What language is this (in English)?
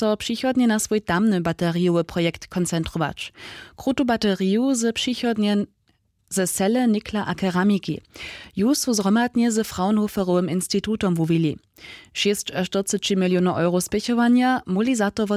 Upper Sorbian